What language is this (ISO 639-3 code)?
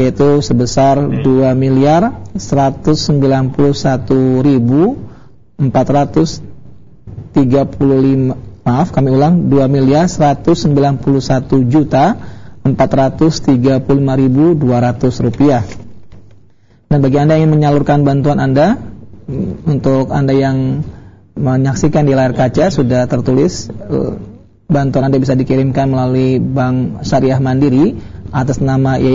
ind